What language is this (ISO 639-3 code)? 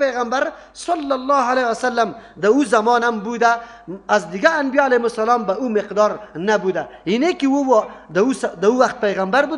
fas